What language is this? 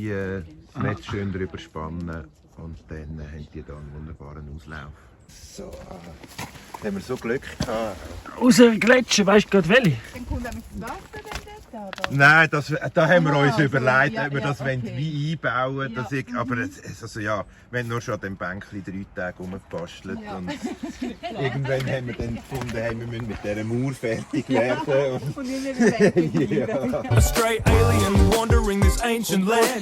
Swiss German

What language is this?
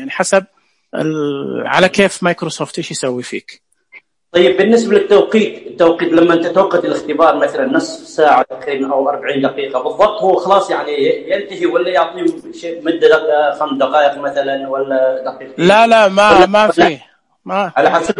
Najdi Arabic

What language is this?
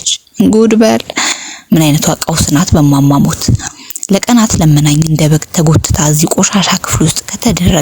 Amharic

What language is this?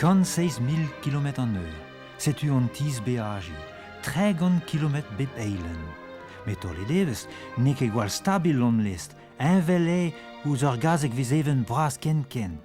Breton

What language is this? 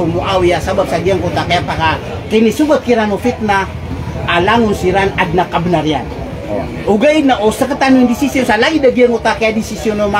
Maranao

